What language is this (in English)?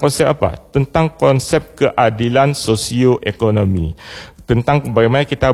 Indonesian